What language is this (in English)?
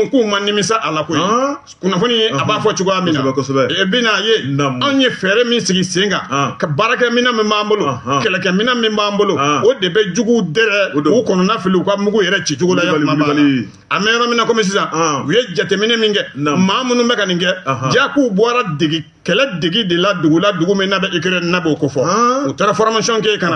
Bambara